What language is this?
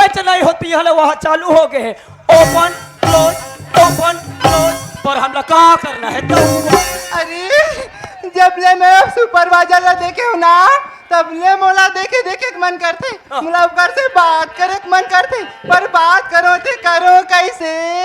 Chhattisgarhi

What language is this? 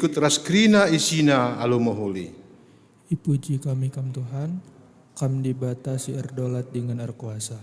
Batak Karo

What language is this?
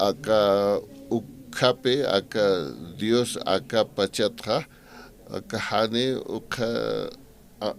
Aymara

